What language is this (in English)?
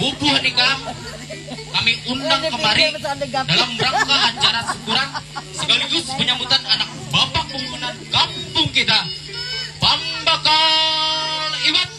Banjar